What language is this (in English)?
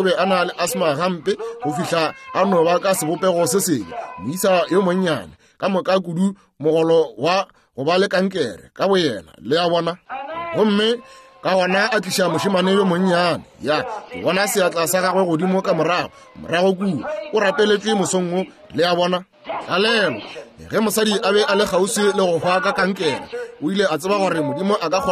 Northern Sotho